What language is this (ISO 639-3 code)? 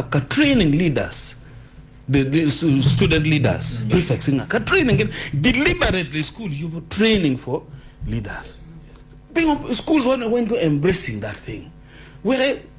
ach